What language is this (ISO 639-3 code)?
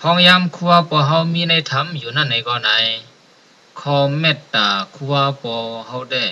shn